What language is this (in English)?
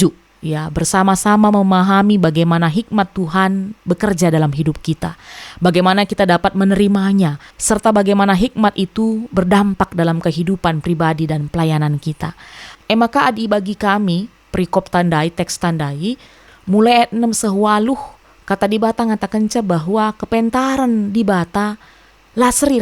Batak Karo